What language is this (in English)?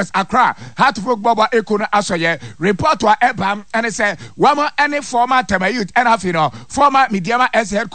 Akan